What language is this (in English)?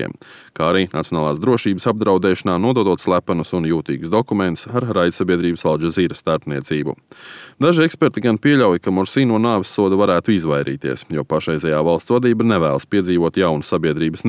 Latvian